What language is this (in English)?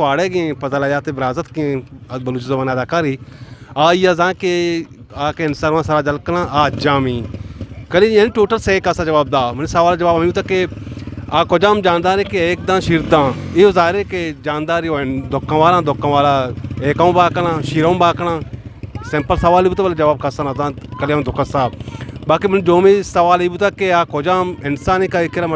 Eastern Balochi